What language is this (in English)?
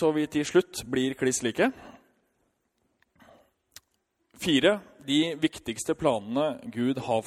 Norwegian